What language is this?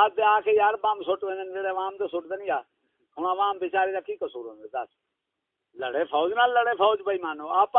Saraiki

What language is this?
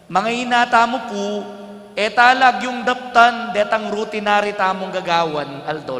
Pampanga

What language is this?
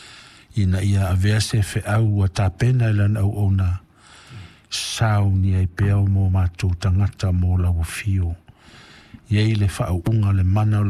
Samoan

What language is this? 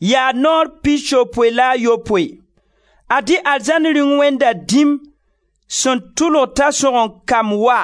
Mossi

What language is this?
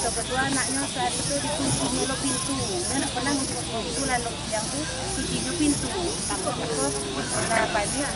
Minangkabau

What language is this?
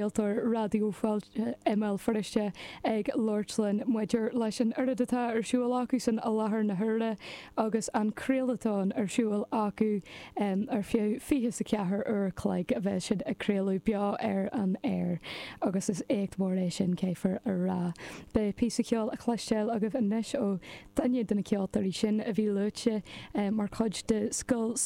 Irish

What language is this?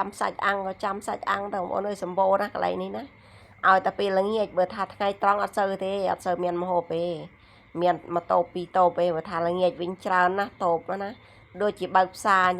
Khmer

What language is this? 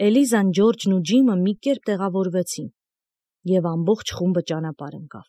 Armenian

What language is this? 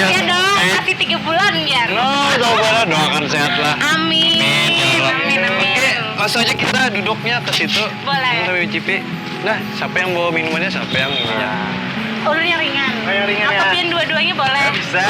Banjar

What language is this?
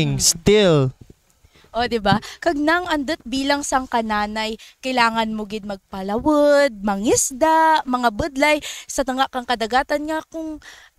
Kinaray-a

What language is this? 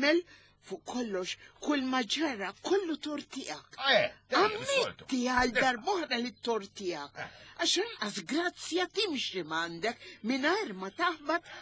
Maltese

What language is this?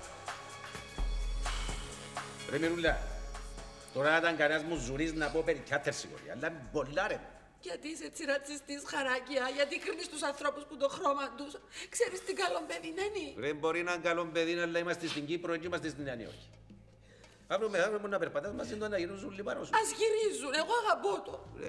Greek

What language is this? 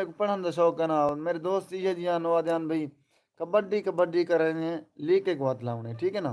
Saraiki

